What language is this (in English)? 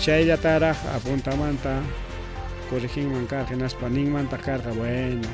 Ayacucho Quechua